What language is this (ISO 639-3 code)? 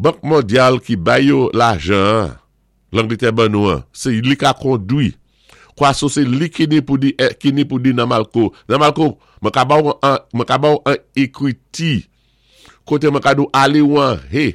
acf